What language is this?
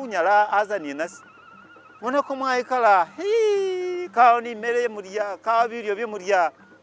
Masaaba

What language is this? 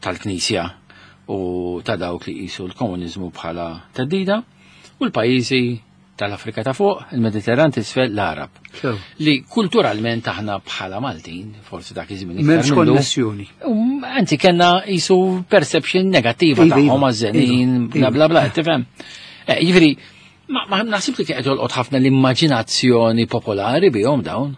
Maltese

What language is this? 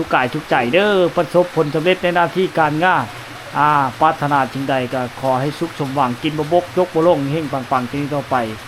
Lao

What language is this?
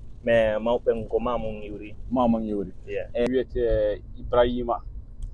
Fula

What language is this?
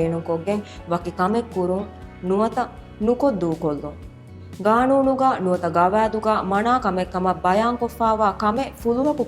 Divehi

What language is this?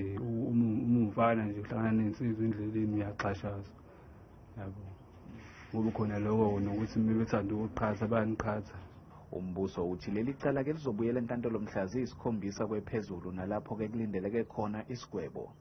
Zulu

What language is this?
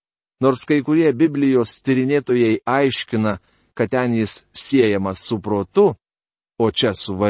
Lithuanian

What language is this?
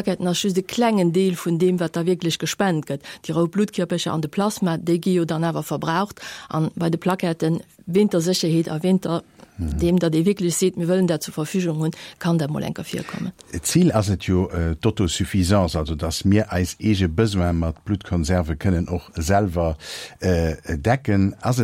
Luxembourgish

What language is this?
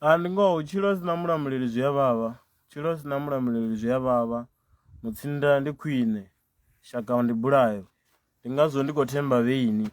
Venda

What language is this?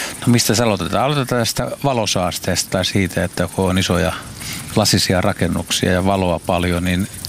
Finnish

